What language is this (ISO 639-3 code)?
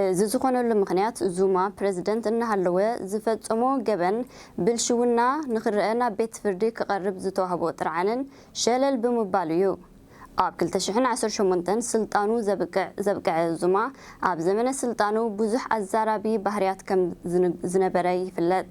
tir